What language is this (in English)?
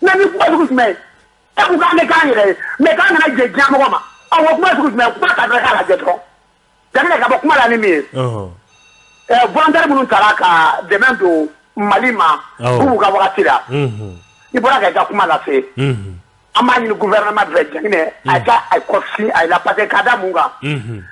Bambara